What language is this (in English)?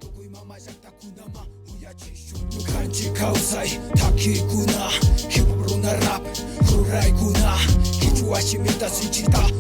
South Bolivian Quechua